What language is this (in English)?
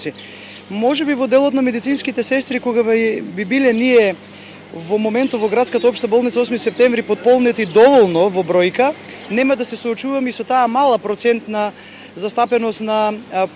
Macedonian